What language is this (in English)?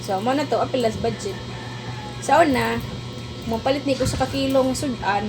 Cebuano